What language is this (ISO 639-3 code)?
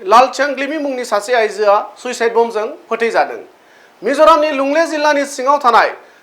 brx